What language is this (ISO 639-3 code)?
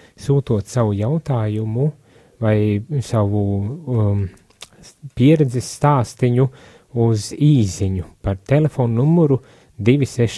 lav